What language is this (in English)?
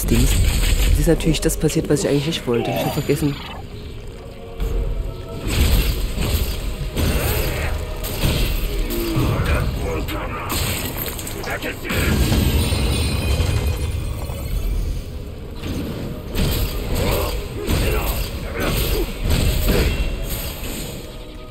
German